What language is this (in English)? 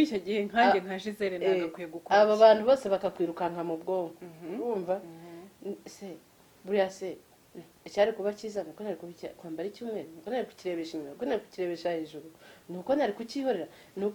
Kinyarwanda